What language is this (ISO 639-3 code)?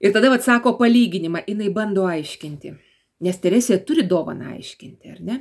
lit